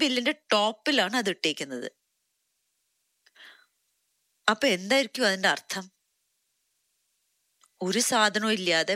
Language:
Malayalam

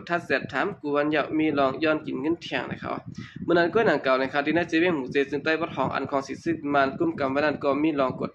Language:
Shan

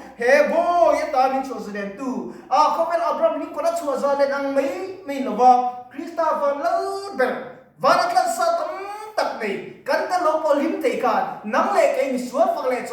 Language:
Mizo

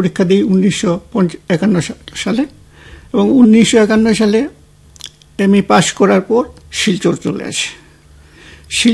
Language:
Bangla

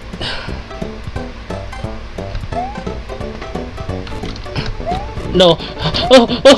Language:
Spanish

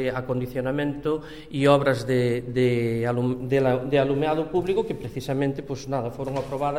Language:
Galician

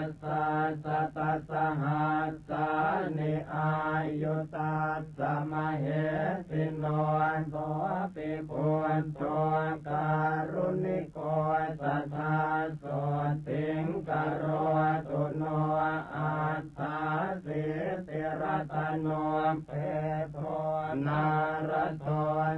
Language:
Pali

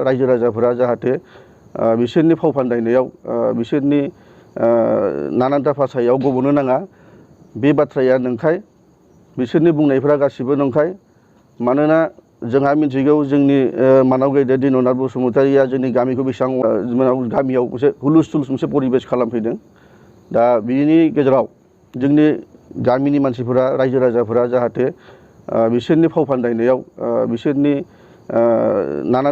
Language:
Bodo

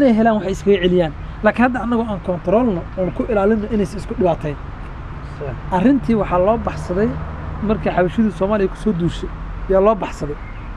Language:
Somali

